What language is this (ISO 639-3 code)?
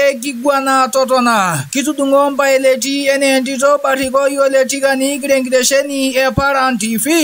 mas